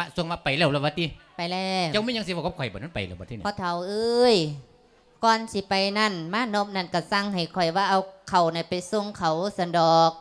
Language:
Lao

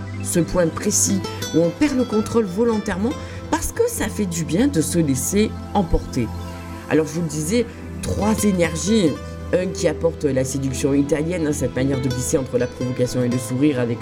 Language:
French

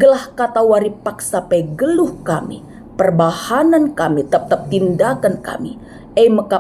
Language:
Batak Karo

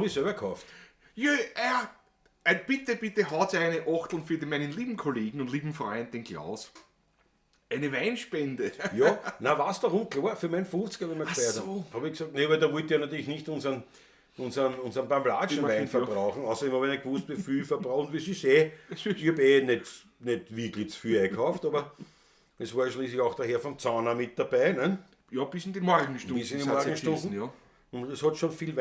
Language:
Bavarian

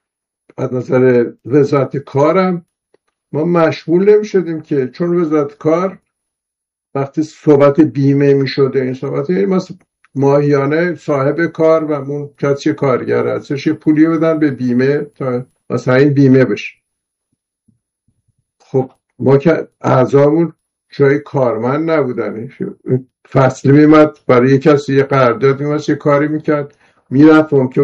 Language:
Persian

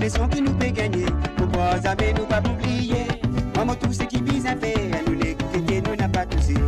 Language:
Morisyen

